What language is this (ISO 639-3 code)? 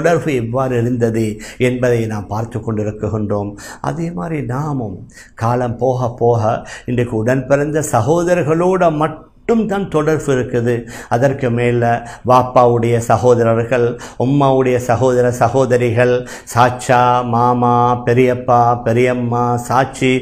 tam